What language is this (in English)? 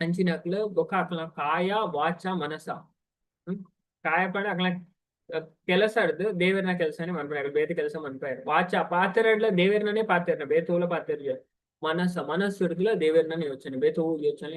Tulu